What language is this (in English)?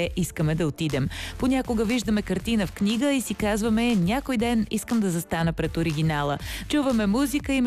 Bulgarian